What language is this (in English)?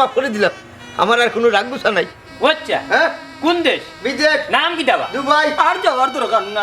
Sylheti